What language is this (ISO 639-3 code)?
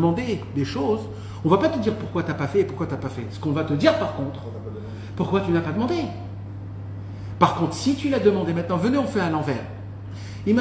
fra